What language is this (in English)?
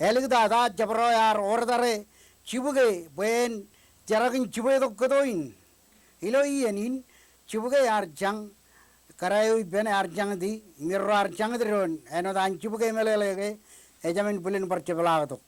Marshallese